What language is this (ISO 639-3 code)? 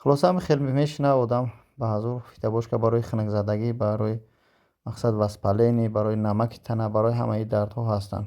tgk